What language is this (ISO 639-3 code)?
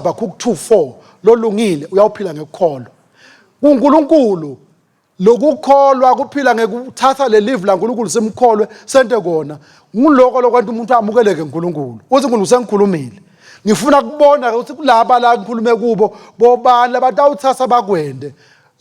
ssw